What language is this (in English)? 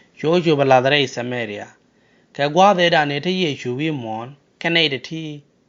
Nuer